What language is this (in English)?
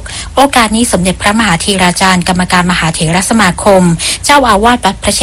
Thai